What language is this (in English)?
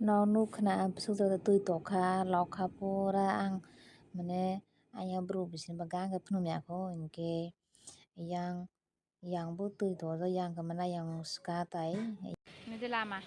Kok Borok